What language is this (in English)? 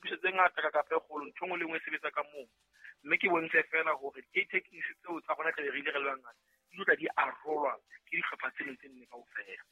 Southern Sotho